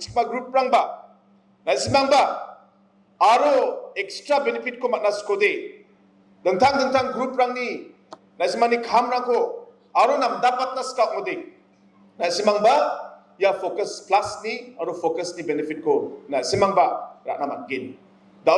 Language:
Garo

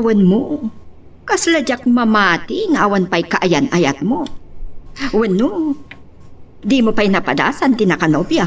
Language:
Iloko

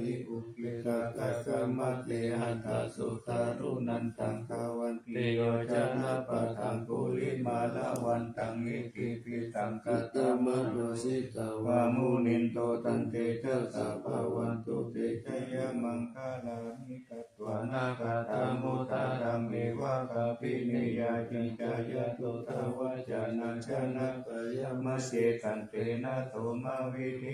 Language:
Pali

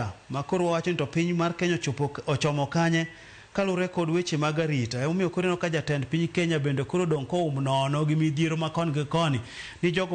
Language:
Luo (Kenya and Tanzania)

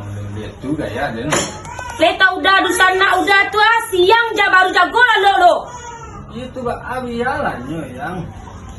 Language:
Minangkabau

